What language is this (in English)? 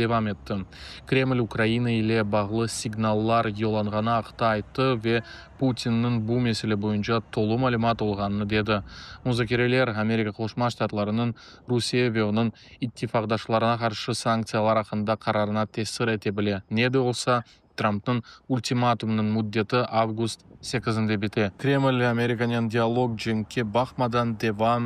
Crimean Tatar